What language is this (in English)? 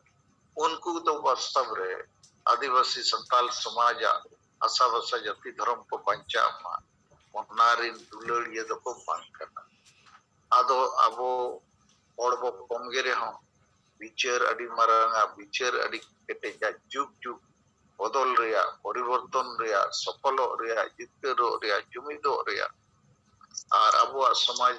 Santali